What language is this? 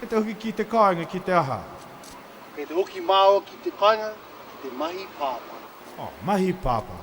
Māori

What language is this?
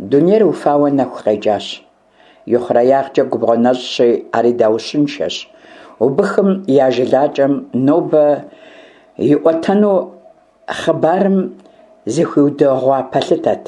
Kabardian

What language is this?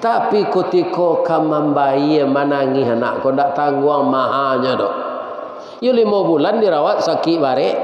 Minangkabau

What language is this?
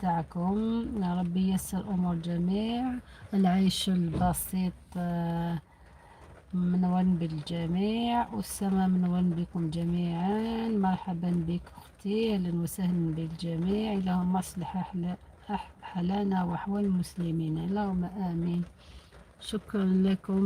Algerian Arabic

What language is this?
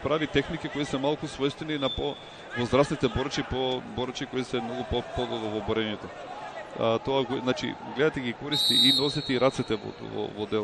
Macedonian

